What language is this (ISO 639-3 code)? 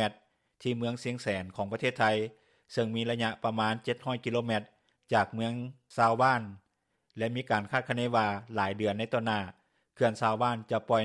lao